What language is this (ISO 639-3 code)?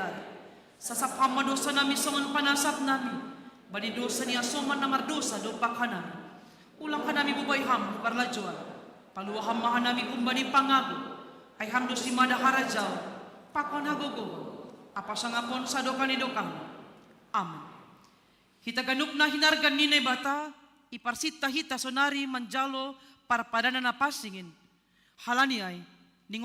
bts